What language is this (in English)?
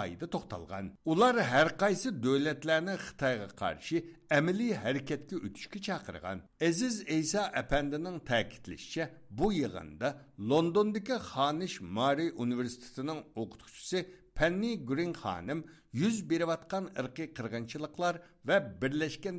Uyghur